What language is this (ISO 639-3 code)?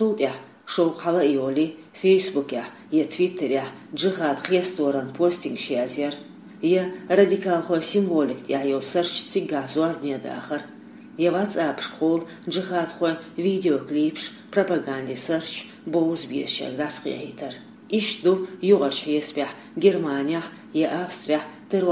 che